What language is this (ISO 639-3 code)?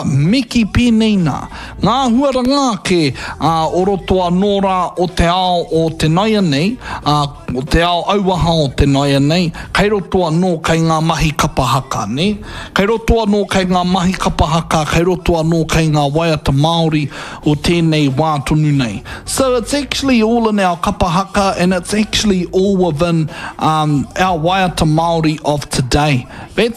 mri